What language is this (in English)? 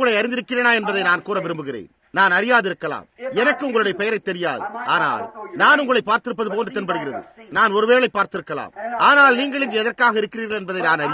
Tamil